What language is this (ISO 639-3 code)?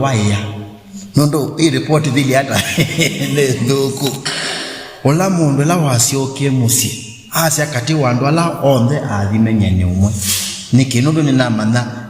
kam